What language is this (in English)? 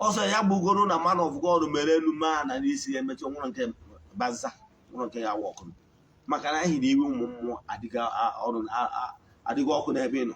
Igbo